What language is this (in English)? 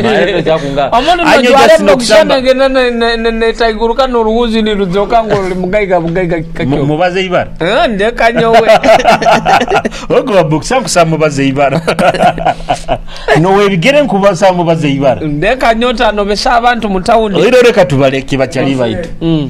Nyoro